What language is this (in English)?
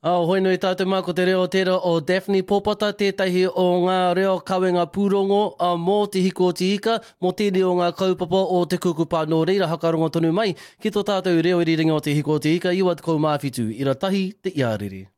Māori